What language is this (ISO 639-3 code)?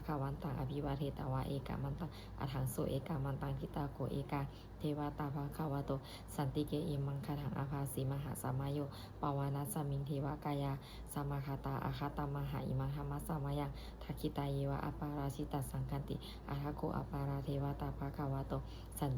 pli